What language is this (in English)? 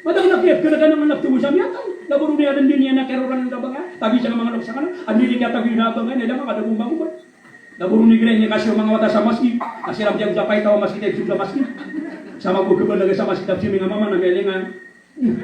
Maranao